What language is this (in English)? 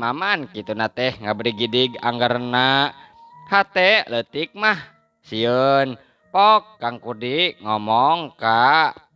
Sundanese